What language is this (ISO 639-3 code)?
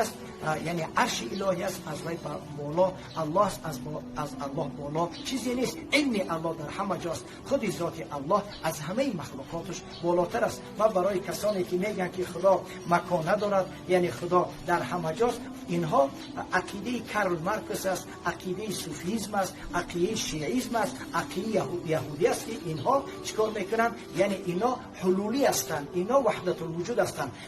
fas